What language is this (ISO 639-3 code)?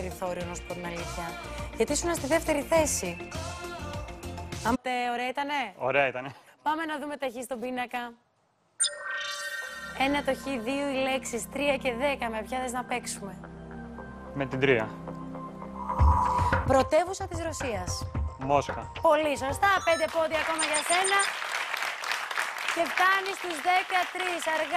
ell